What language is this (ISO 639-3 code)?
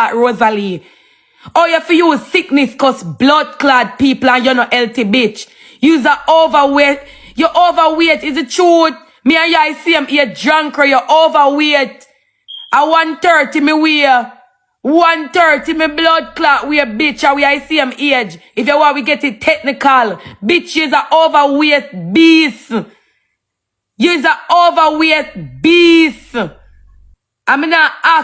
jam